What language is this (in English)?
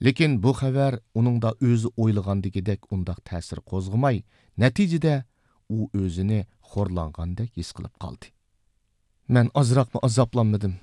Uyghur